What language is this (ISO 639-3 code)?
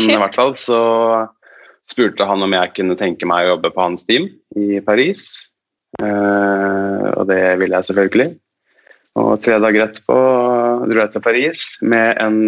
nor